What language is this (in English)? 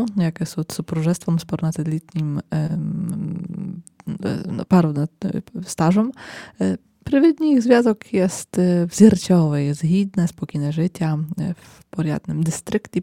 Rusyn